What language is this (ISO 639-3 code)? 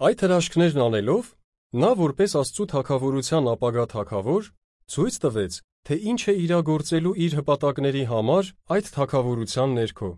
hye